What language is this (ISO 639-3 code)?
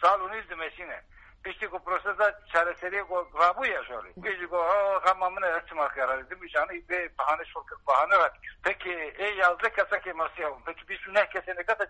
kur